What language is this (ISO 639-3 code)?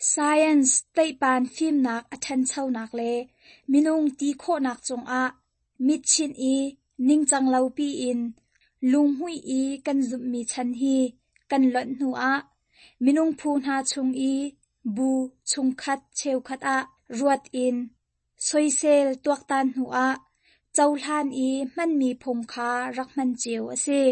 cnh